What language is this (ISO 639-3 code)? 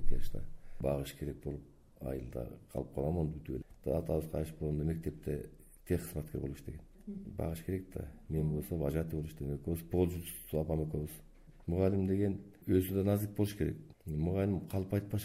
kir